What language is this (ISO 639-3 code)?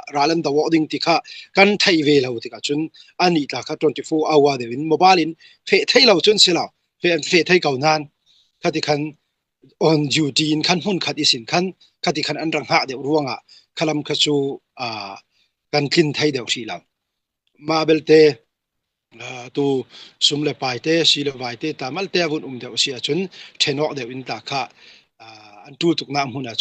cfm